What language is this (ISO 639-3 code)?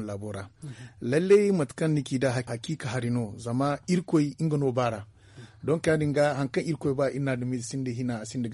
dje